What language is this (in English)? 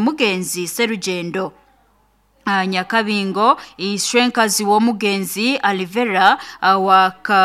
Nyoro